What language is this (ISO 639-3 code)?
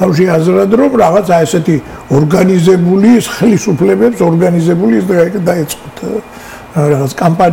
kat